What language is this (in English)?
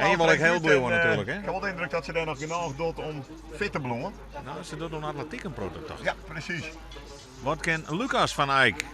Western Frisian